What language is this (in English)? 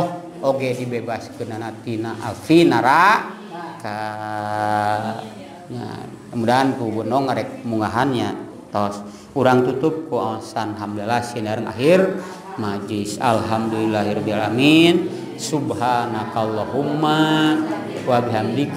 Sundanese